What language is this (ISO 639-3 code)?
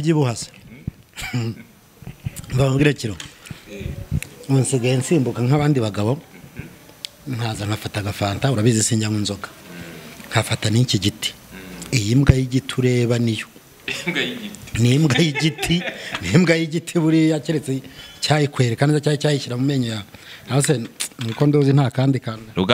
kin